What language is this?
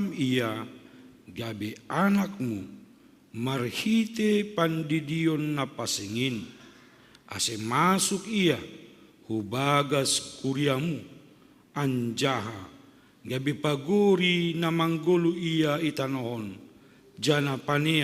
Batak Simalungun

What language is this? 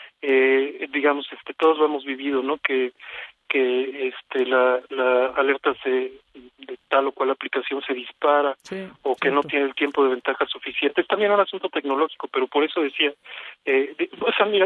Spanish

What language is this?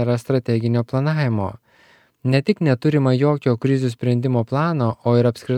Lithuanian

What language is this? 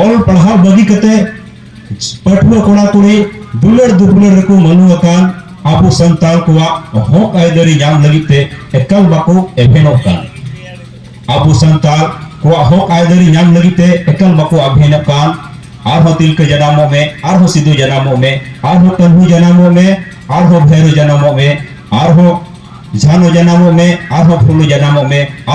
Santali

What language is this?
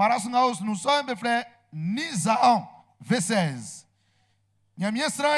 Baoulé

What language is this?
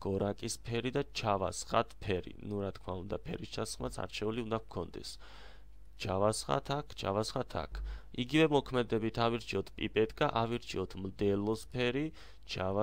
Georgian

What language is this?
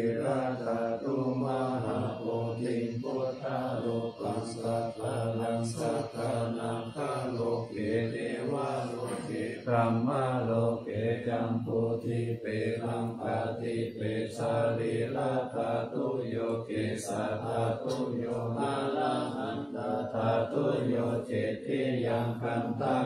Pali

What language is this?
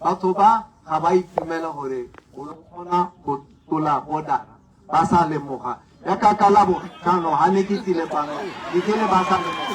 Tswana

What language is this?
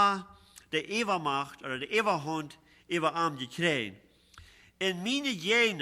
Plautdietsch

